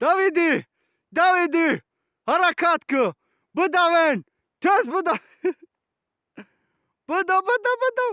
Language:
Tajik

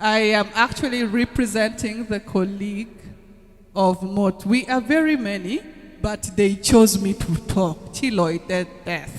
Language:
Nuer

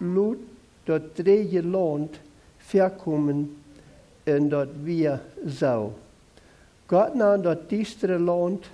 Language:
Plautdietsch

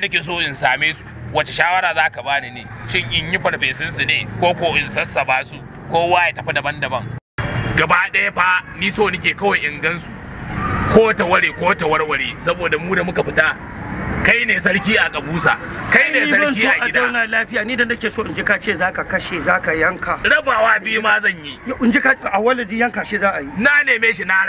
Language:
Hausa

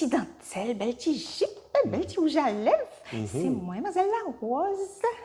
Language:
Guadeloupean Creole French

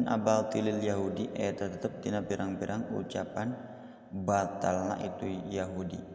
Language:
Sundanese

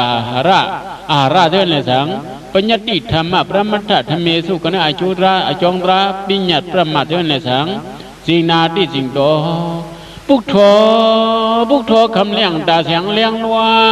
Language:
Shan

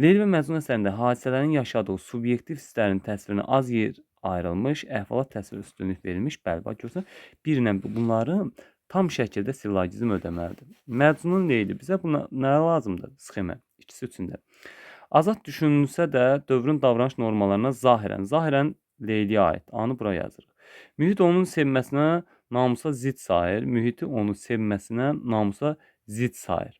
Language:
Azerbaijani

